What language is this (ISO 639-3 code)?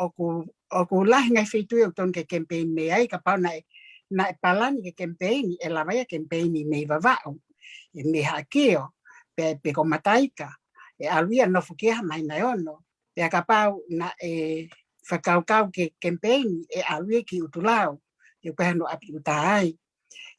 ton